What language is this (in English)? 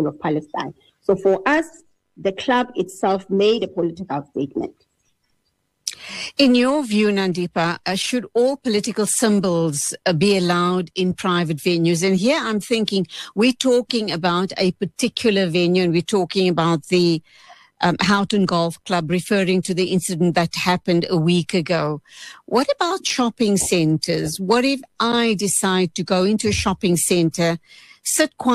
English